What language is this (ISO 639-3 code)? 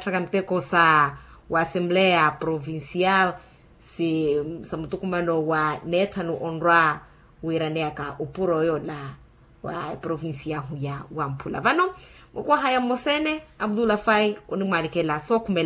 vmw